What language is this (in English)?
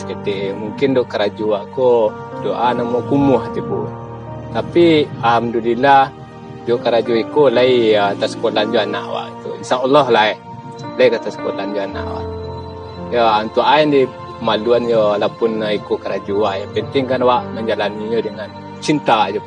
Minangkabau